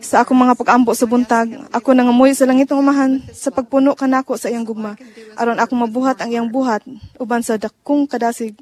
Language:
Cebuano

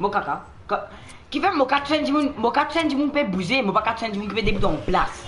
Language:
Morisyen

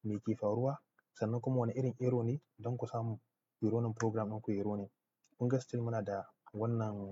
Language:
Hausa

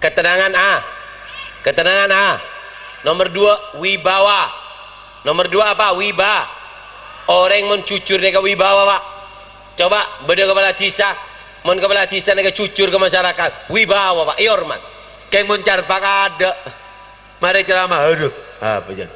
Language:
Madurese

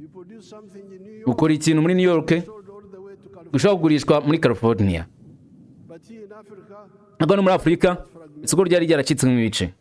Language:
Kinyarwanda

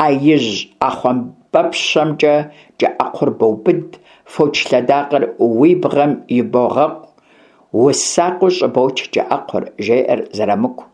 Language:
Kabardian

